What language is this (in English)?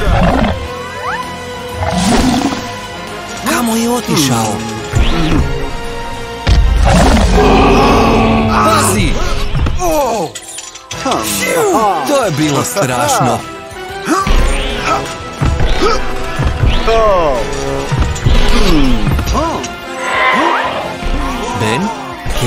Croatian